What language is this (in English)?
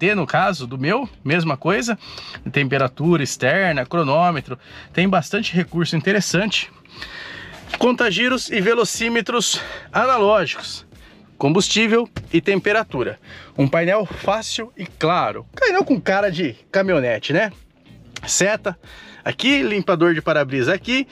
Portuguese